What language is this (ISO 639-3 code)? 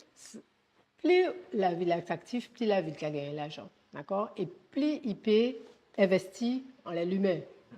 gcf